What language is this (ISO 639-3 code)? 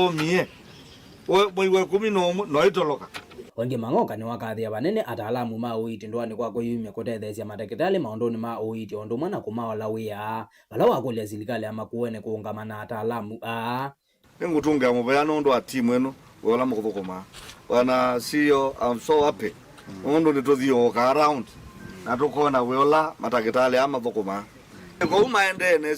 kam